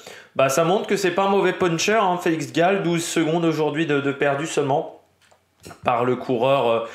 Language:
French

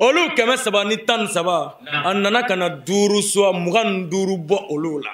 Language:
Bambara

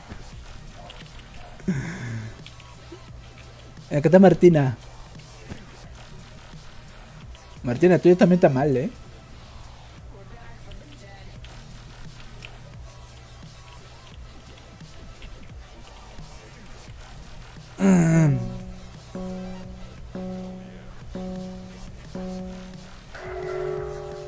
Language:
Spanish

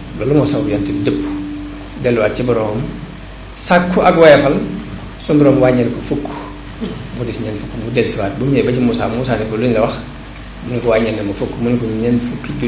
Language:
Wolof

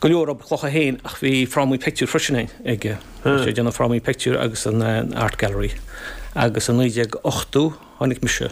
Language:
Irish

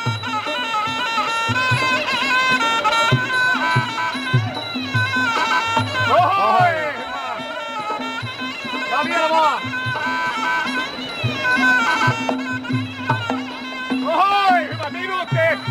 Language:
Finnish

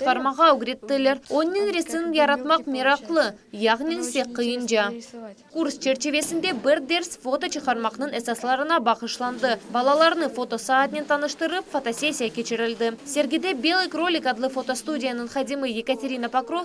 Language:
Crimean Tatar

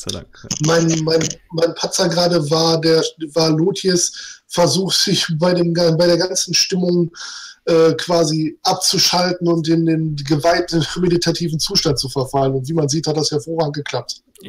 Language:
German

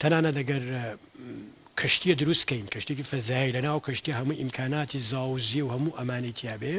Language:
Central Kurdish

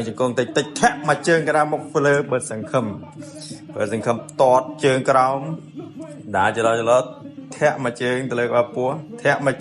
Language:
Khmer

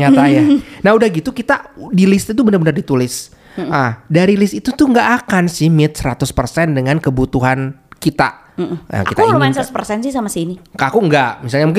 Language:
Indonesian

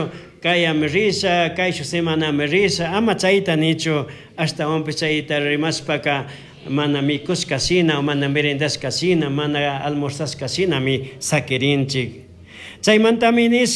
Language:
Chimborazo Highland Quichua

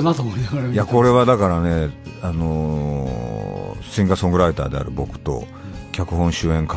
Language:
Japanese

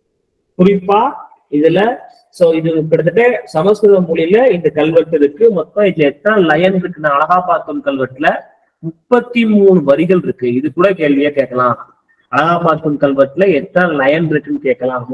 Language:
Tamil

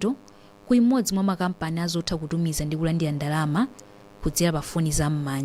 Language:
Nyanja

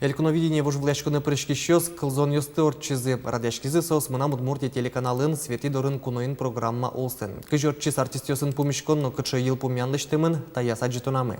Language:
Udmurt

